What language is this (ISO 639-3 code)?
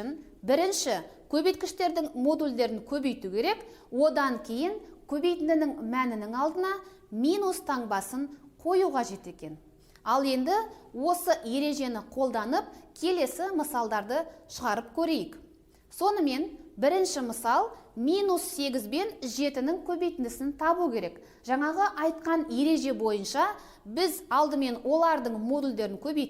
kaz